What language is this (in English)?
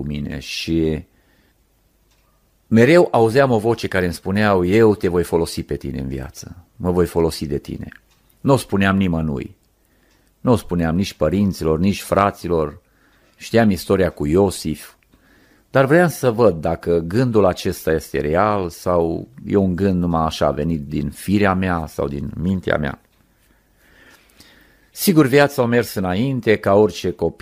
Romanian